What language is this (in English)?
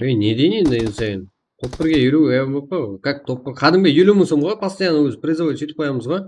Kara-Kalpak